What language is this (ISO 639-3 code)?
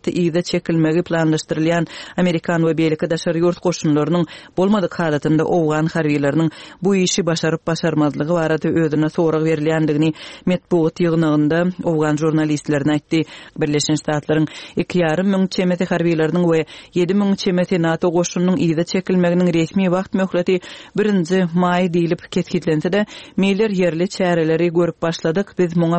tuk